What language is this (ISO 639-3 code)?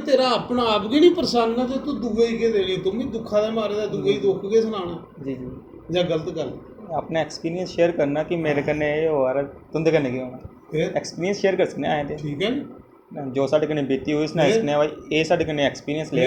doi